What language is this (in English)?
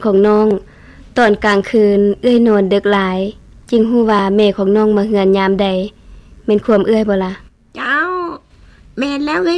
Lao